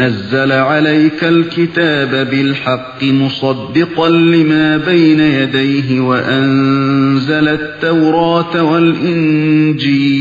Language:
Uyghur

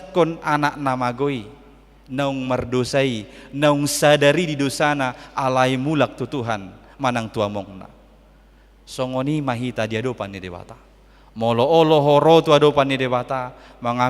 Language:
Batak Toba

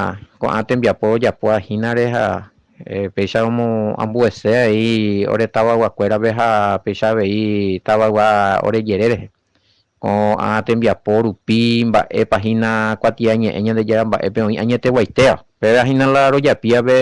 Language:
Guarani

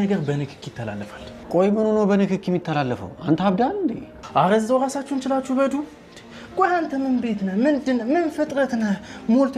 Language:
Amharic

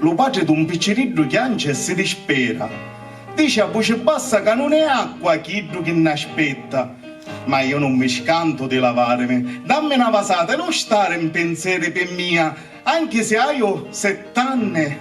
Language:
Sicilian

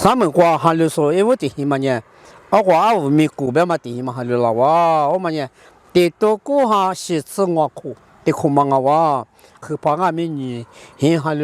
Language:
Lisu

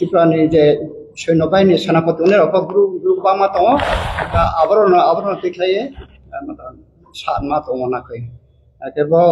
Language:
Riang (India)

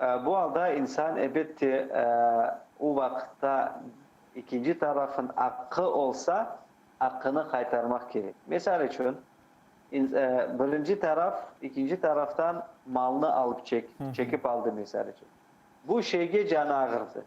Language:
Crimean Tatar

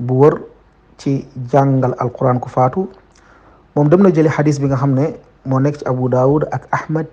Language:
Wolof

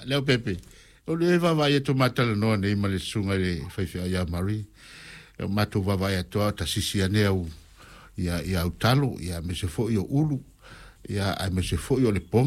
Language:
Samoan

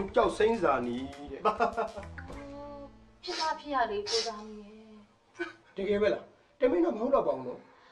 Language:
Burmese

